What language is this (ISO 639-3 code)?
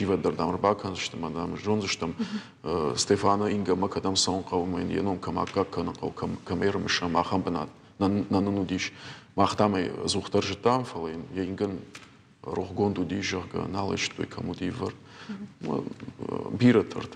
oss